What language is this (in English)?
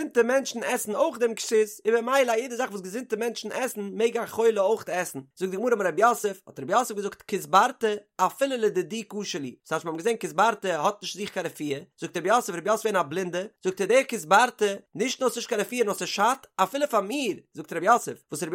Yiddish